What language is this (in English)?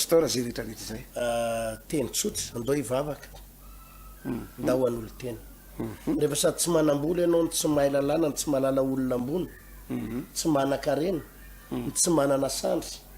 Malagasy